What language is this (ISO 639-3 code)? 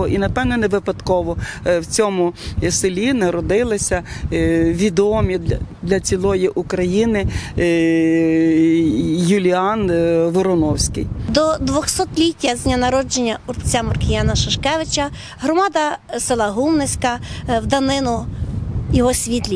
ukr